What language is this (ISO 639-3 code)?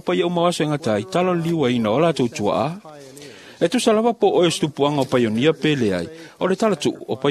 smo